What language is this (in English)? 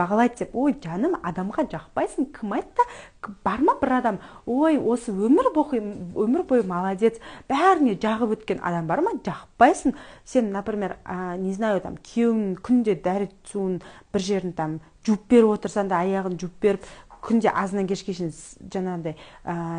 Kazakh